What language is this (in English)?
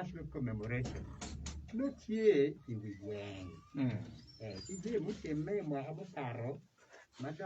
Acoli